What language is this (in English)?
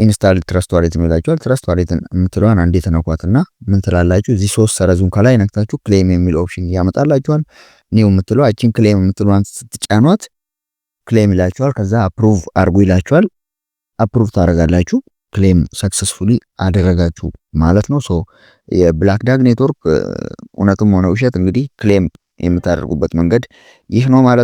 Amharic